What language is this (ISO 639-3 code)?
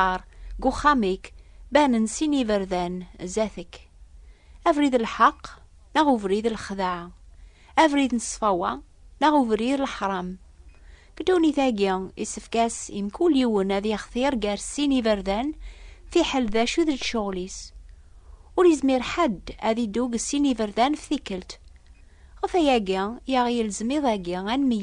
kab